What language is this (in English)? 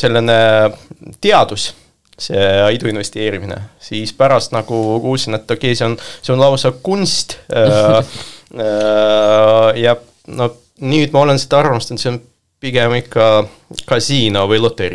Estonian